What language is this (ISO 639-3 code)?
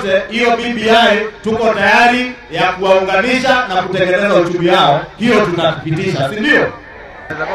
swa